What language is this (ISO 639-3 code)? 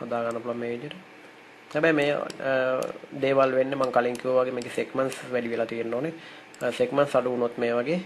sin